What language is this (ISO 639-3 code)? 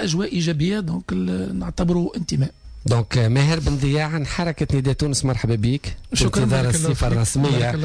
aeb